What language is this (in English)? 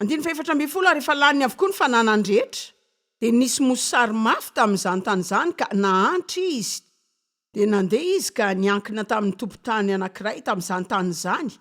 Malagasy